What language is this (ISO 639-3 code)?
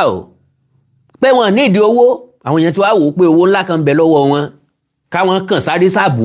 yor